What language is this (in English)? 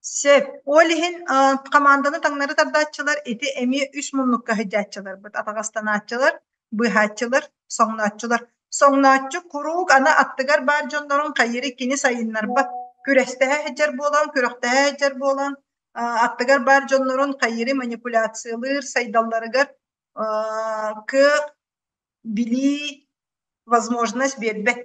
Yakut